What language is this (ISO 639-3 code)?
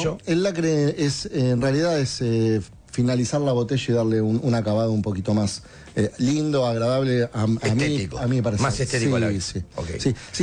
spa